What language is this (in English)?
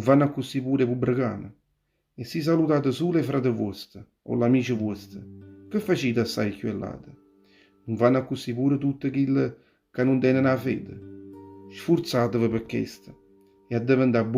Neapolitan